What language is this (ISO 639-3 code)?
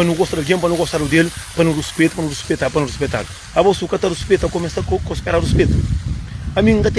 kea